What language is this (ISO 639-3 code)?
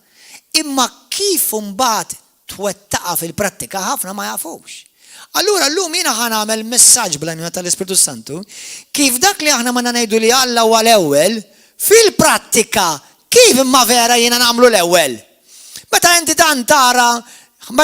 mlt